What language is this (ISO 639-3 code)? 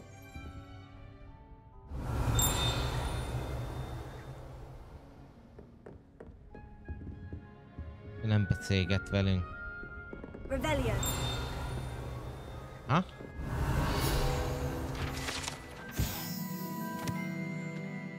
hun